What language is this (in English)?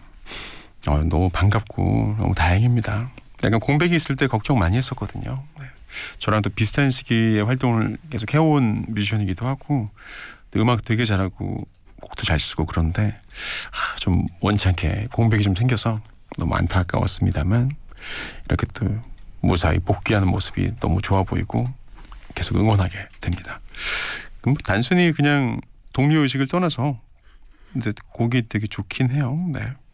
Korean